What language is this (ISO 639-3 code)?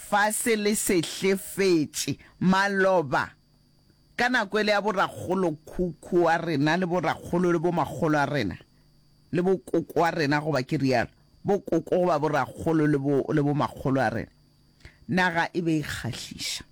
nso